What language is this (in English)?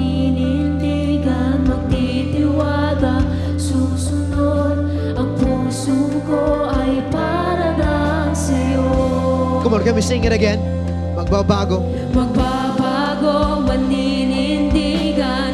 Filipino